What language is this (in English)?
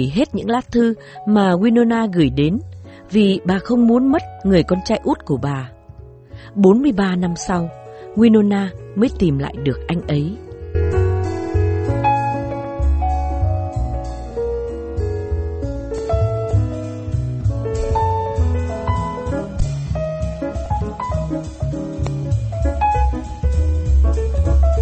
Vietnamese